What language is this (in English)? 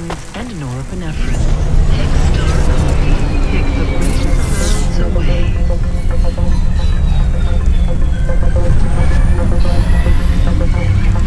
English